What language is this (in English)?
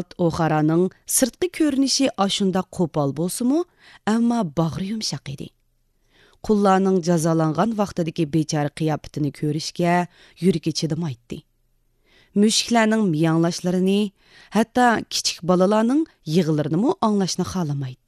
Uyghur